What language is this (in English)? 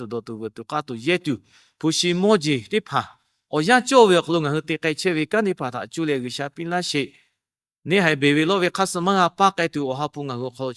Lahu